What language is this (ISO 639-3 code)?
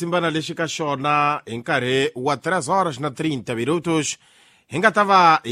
tso